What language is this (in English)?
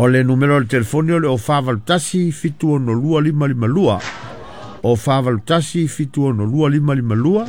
Samoan